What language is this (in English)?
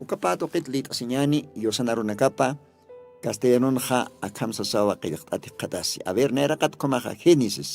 Aymara